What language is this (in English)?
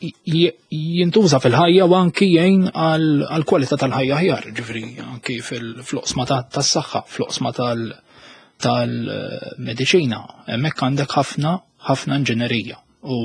Maltese